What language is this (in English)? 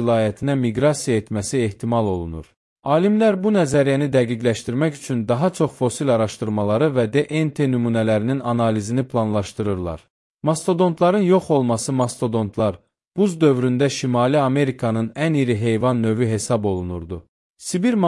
Azerbaijani